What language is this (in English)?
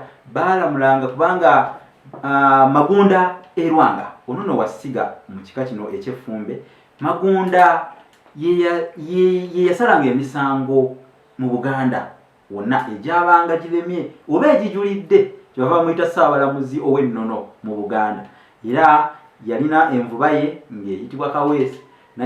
Ganda